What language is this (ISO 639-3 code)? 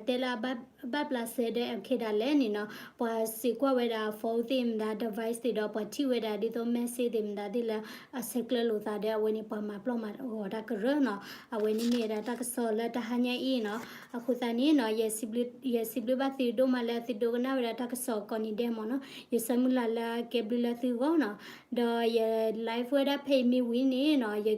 ksw